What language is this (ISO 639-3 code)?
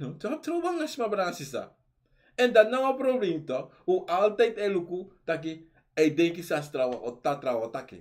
srn